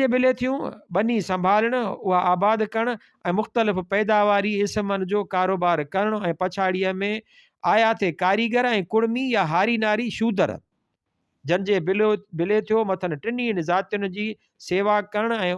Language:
Sindhi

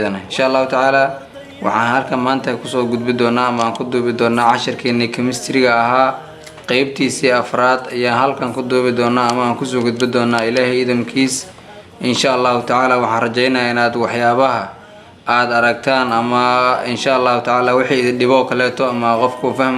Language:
Somali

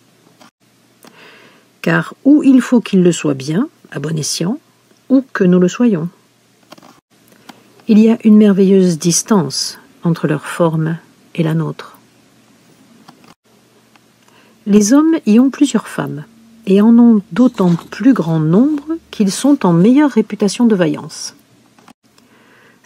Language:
French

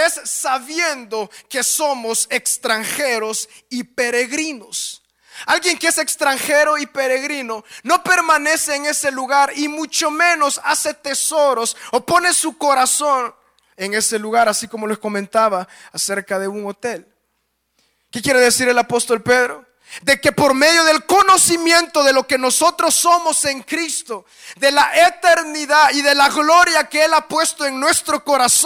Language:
Spanish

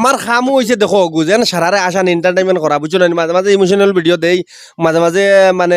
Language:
Sylheti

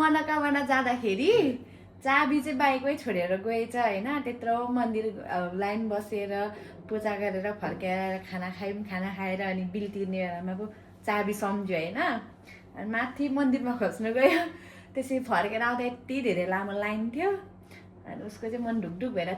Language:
Nepali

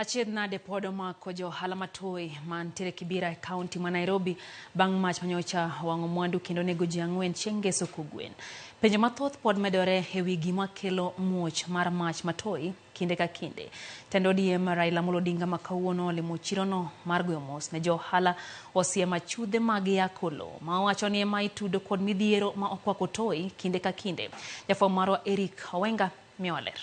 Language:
Luo (Kenya and Tanzania)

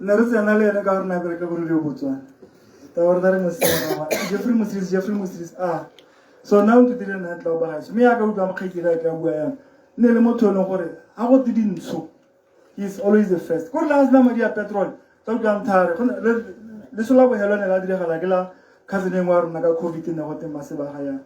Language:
Tswana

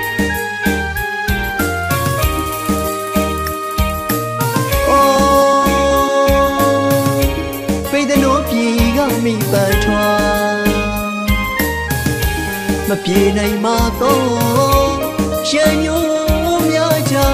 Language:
Burmese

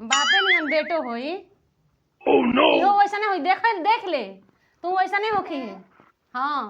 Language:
Bhojpuri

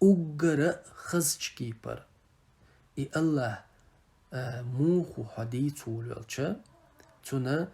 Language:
Chechen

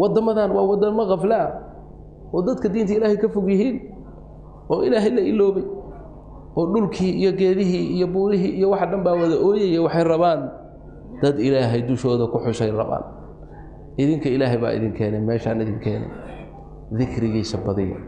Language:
Somali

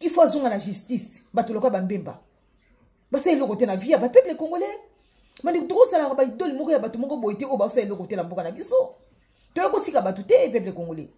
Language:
Lingala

